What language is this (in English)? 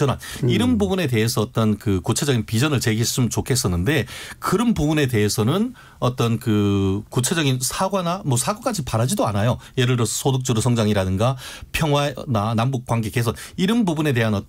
Korean